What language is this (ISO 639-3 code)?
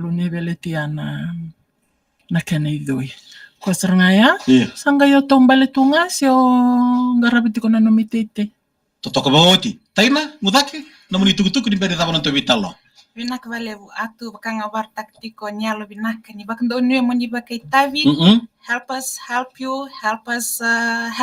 fij